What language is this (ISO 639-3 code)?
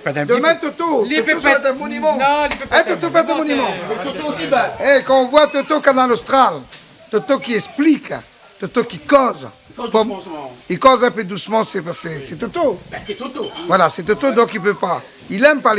rcf